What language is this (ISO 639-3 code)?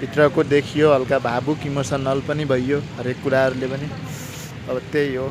nep